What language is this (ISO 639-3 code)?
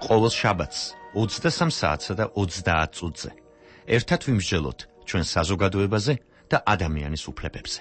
kat